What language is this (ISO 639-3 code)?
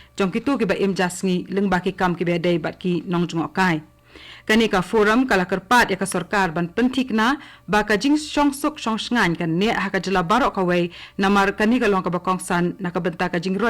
kha